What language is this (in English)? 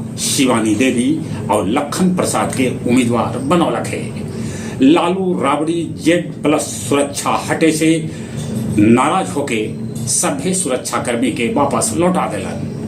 Magahi